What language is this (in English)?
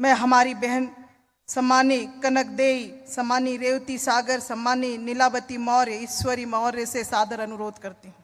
Chhattisgarhi